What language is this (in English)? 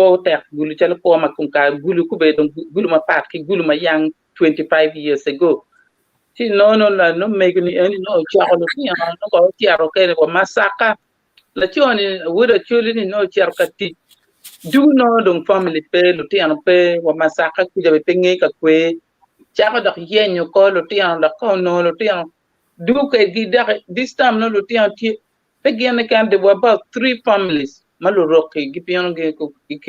Acoli